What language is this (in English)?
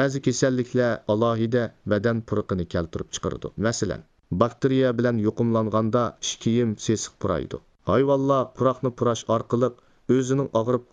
Uyghur